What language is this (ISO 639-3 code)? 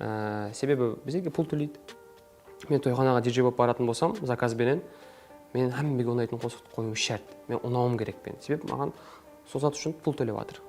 kaa